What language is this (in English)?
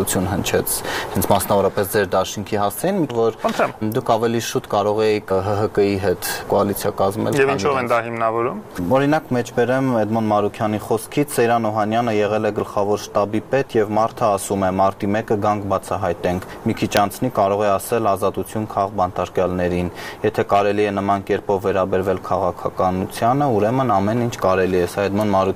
Armenian